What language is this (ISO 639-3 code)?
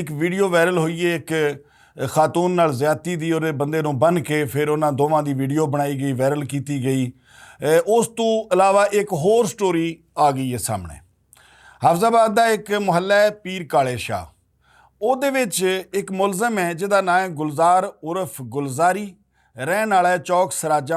lah